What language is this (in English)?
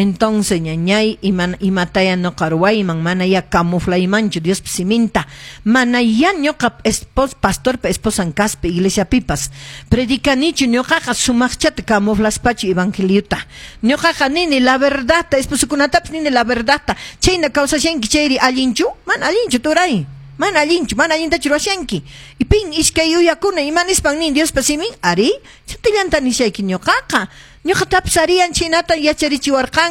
Quechua